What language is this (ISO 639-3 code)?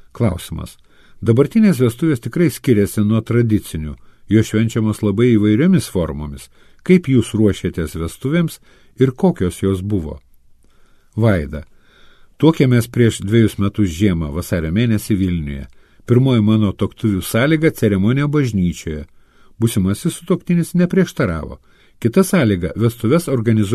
lit